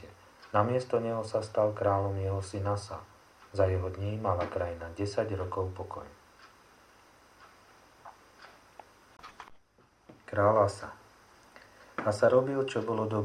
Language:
Slovak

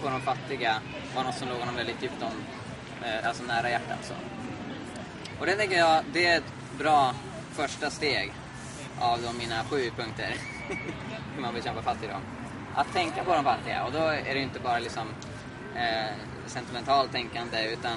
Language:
Swedish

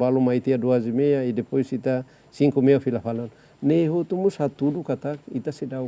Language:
Tetum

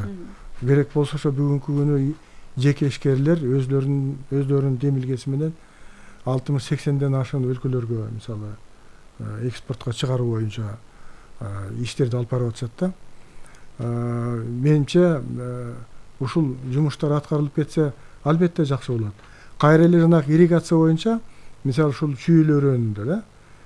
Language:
Kyrgyz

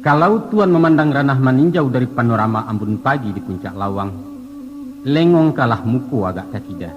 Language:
Minangkabau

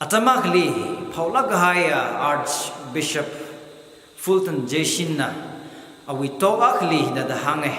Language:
Tangkhul Naga (India)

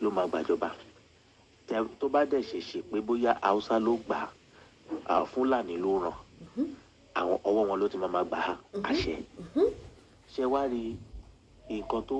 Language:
Yoruba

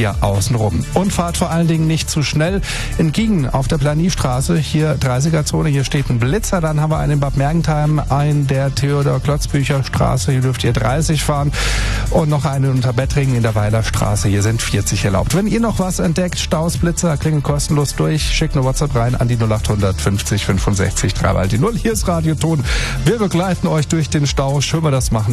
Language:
German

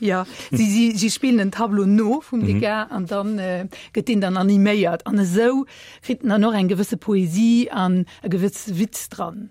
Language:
Luxembourgish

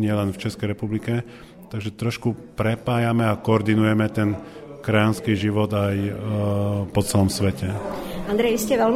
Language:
Slovak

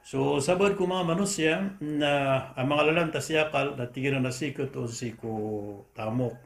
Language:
Maranao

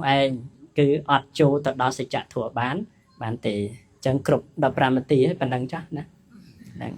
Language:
Khmer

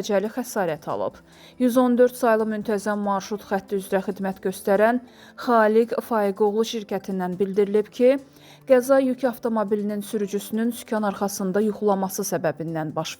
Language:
Azerbaijani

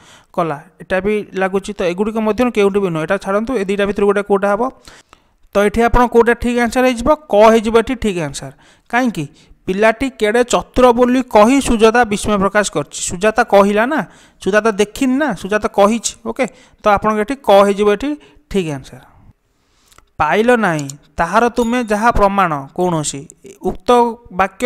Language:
Odia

